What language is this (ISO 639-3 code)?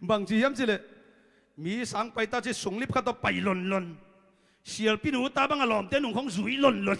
ctd